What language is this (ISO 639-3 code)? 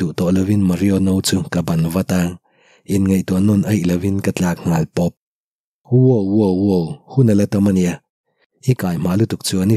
lus